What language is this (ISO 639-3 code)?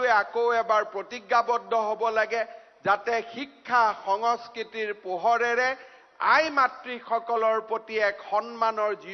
asm